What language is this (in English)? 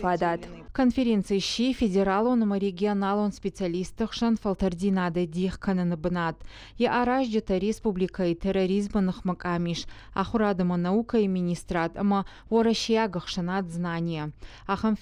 Ossetic